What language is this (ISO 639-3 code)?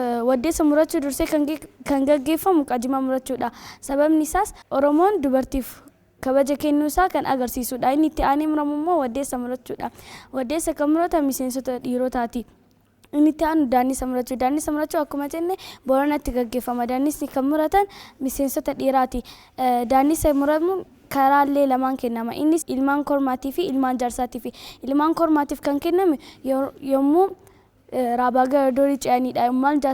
orm